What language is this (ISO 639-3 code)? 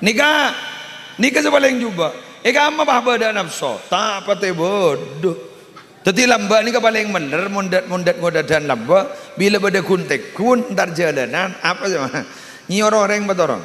mad